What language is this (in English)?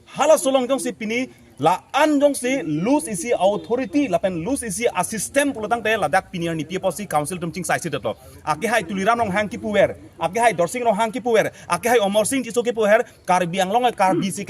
Karbi